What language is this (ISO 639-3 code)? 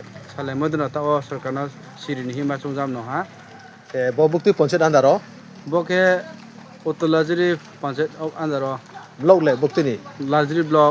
ria